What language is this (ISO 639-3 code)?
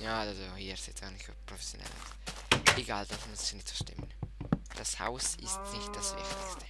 gsw